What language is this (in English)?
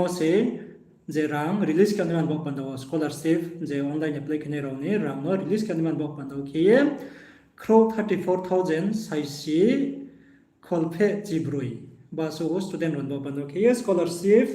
Riang (India)